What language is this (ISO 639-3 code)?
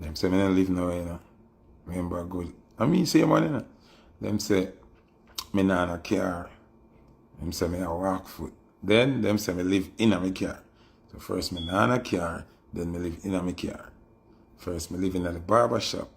jam